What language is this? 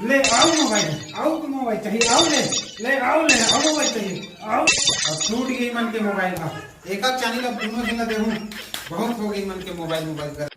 Chhattisgarhi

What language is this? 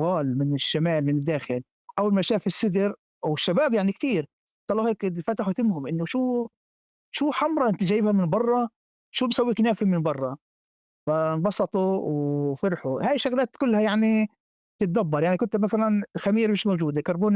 North Levantine Arabic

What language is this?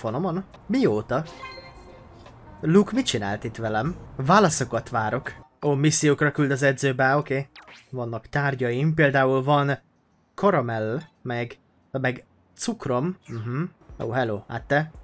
Hungarian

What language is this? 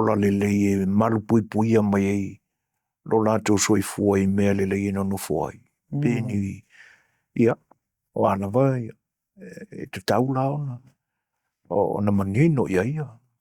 Samoan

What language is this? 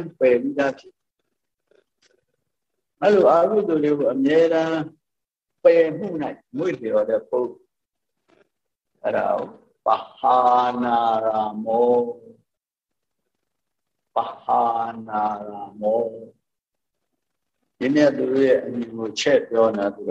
Burmese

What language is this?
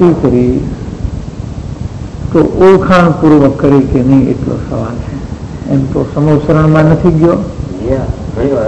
Gujarati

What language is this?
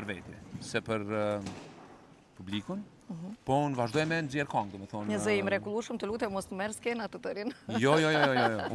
Albanian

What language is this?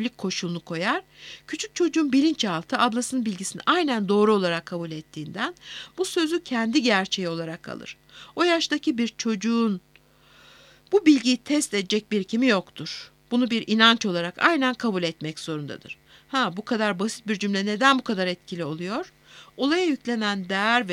Turkish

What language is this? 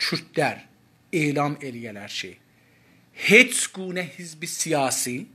South Azerbaijani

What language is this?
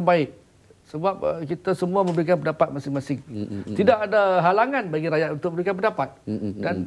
Malay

